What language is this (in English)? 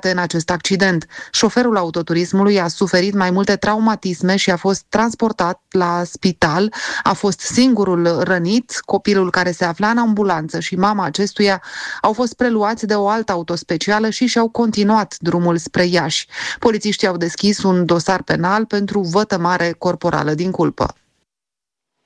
Romanian